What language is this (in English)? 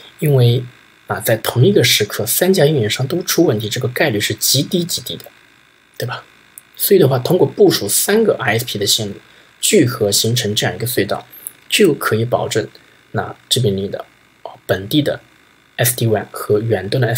Chinese